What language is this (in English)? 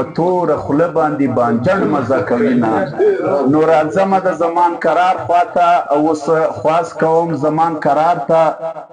Pashto